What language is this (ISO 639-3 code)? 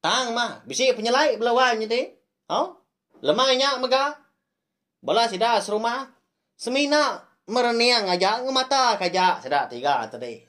iba